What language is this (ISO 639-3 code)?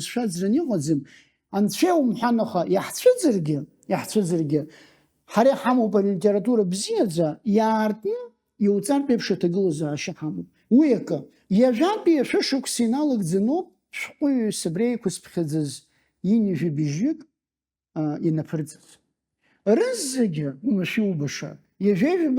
abk